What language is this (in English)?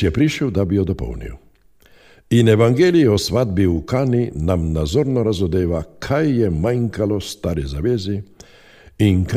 Slovenian